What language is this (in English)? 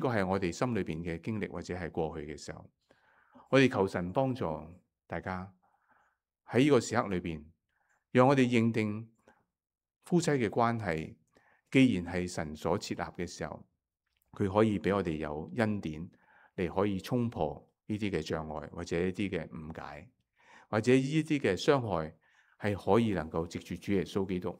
Cantonese